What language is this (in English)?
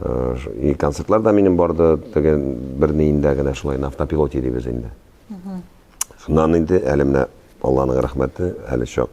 Tatar